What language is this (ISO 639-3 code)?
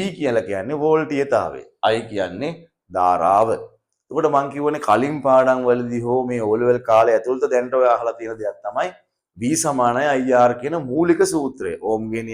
sin